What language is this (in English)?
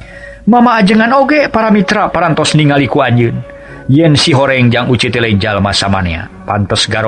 Sundanese